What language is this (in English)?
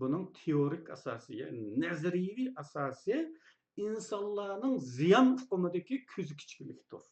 Uyghur